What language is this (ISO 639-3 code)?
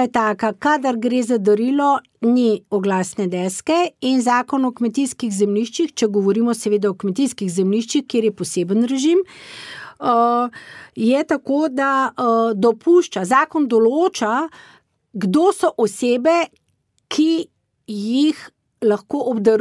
slv